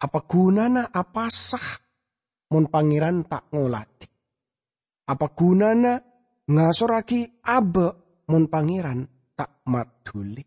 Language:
Madurese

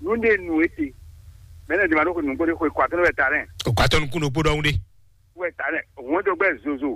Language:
Fon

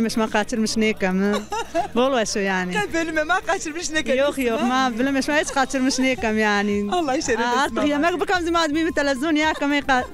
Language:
Zaza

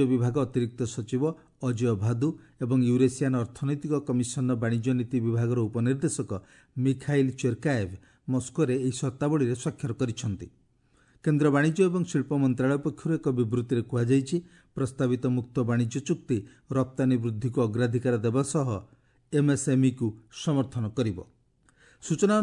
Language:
Odia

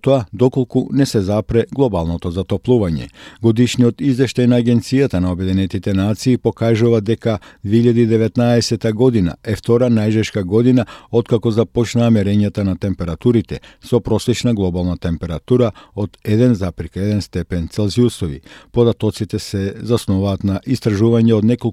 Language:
Macedonian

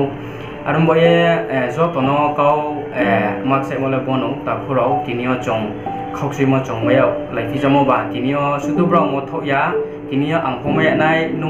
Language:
Riang (India)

